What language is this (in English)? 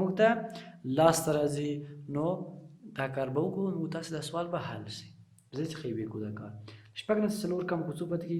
Pashto